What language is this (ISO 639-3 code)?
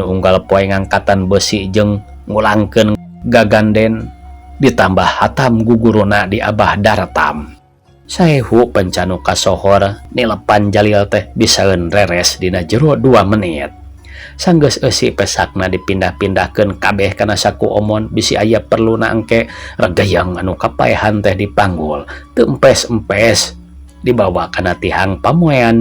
sun